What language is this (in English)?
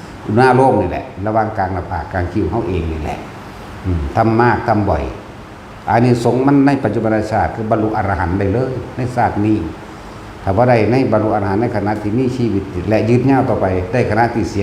Northeastern Thai